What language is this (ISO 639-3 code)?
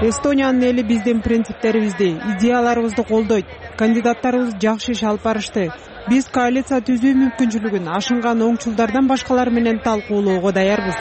kir